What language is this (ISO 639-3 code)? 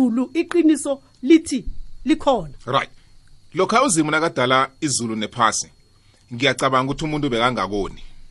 nbl